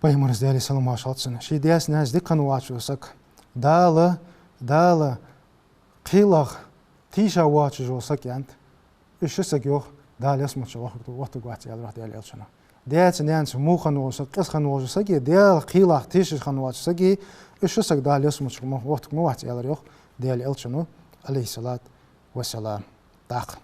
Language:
Ingush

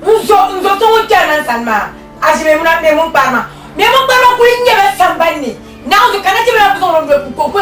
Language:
Dagbani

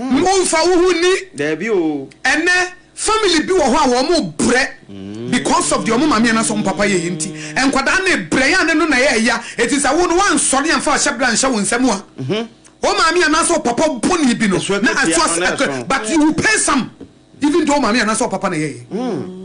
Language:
Akan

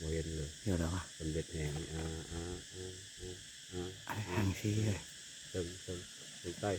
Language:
Lao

